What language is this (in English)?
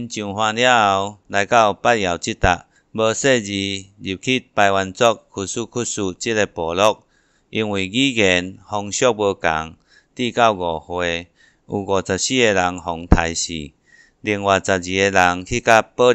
Min Nan Chinese